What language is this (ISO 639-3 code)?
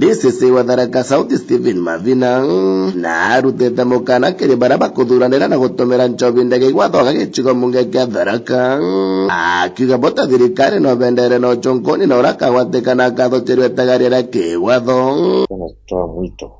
mer